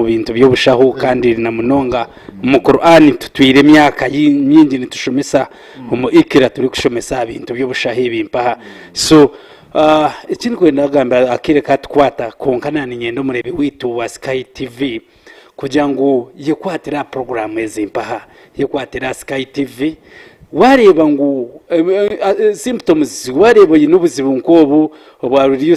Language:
Nyankole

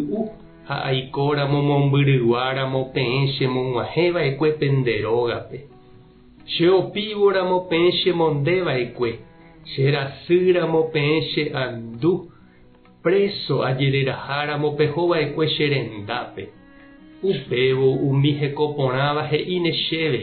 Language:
Guarani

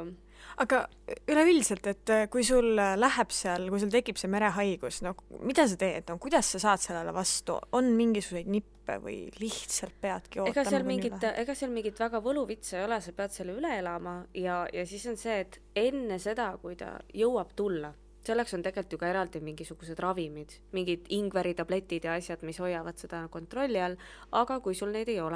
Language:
Estonian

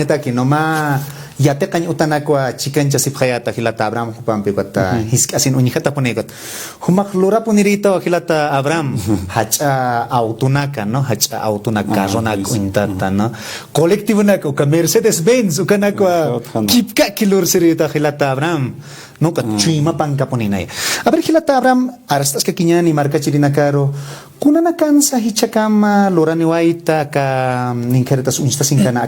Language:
Aymara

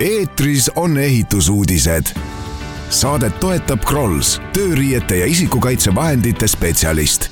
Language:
Estonian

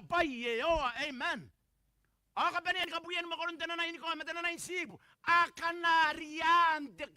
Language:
Gilbertese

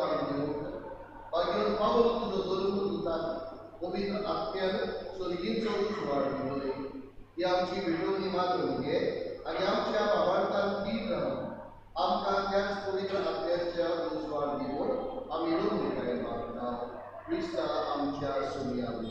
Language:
Konkani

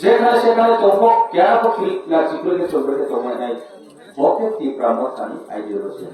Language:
Kok Borok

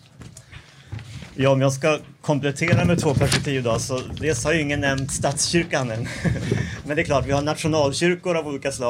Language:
Swedish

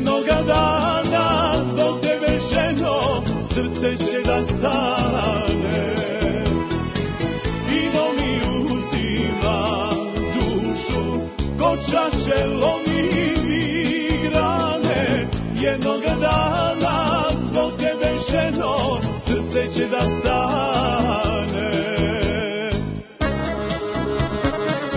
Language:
Serbian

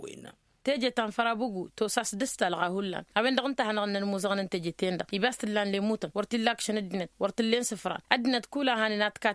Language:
Tamasheq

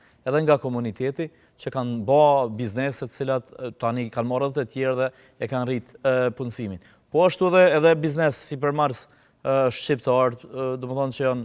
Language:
Albanian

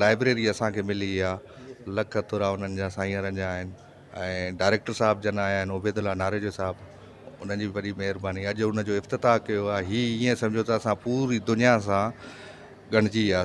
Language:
Sindhi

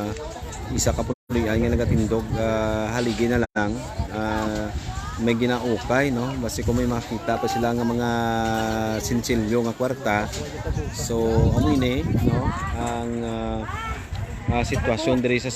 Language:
Hiligaynon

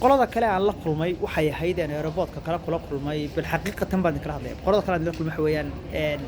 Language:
Somali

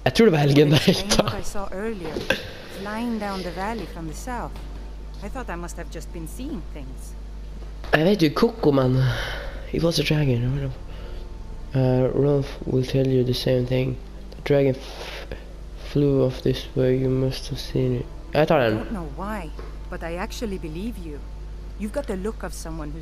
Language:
Norwegian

